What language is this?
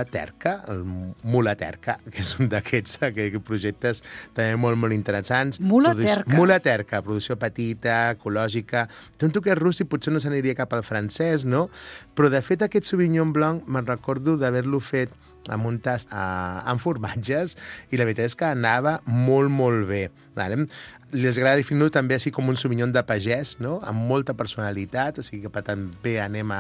Catalan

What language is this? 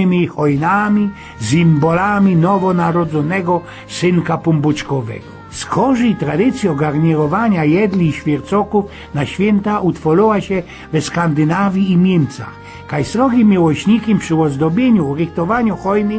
Silesian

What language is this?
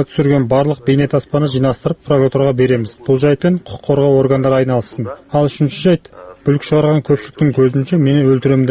Kazakh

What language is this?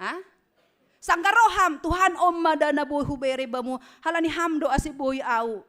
Batak Simalungun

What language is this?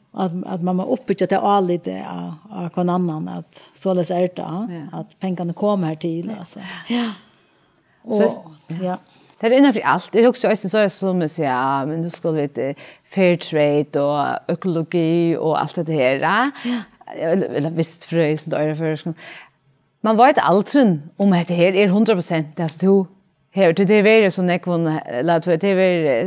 Faroese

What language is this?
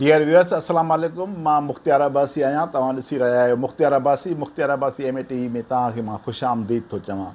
Sindhi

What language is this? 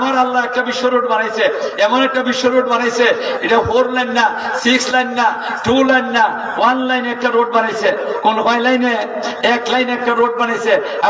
Sylheti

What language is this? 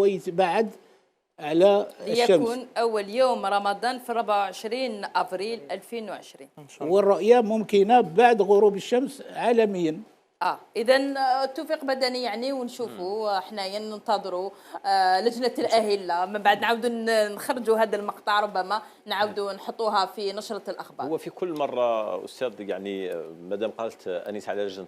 Algerian Arabic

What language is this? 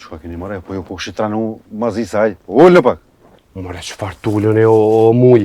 Albanian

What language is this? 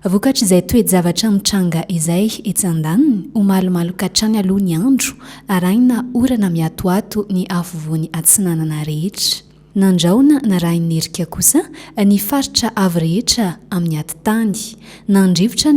Malagasy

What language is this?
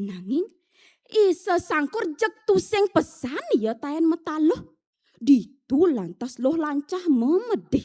Balinese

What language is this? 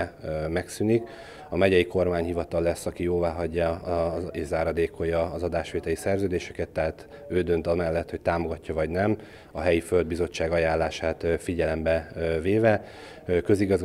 Hungarian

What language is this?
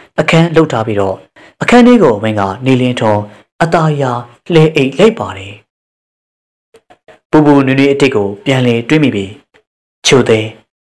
Burmese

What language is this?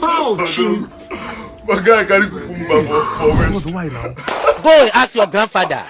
Nigerian Pidgin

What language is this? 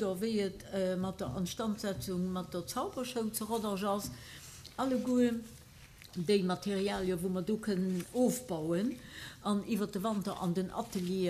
Luxembourgish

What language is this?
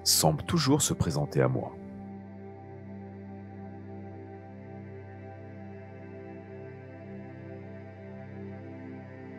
French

